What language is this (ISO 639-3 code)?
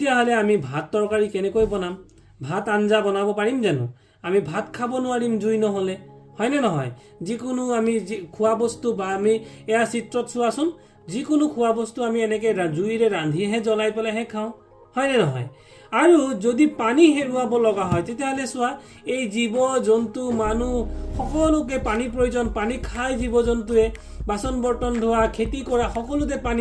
asm